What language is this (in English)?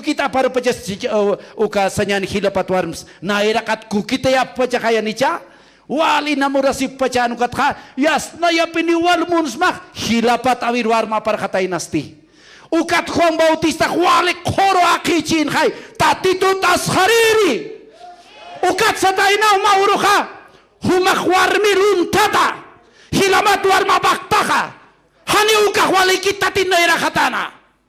Aymara